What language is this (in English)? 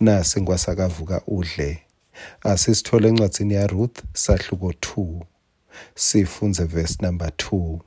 Swati